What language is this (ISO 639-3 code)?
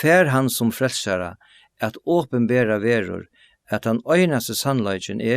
fao